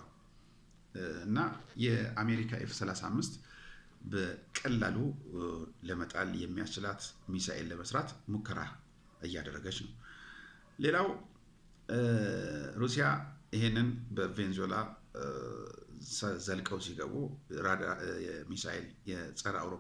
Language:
Amharic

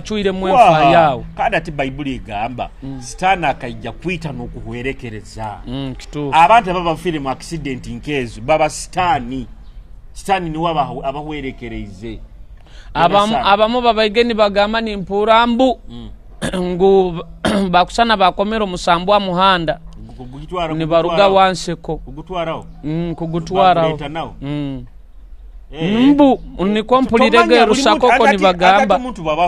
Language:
Nyoro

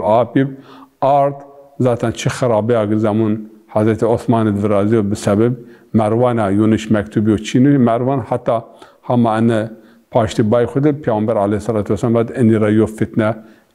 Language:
Zaza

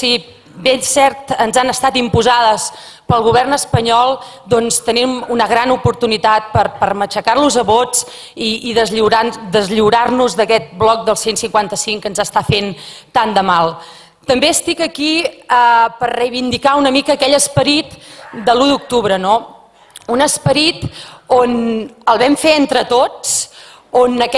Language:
Catalan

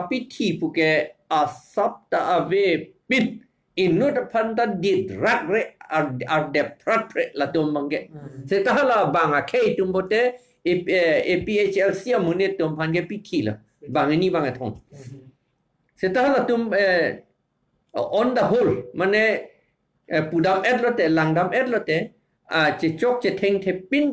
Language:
Karbi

